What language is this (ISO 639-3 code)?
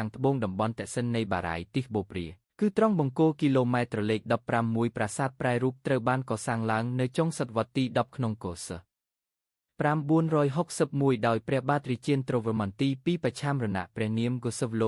khm